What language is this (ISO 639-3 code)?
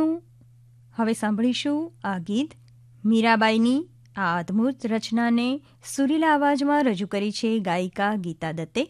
guj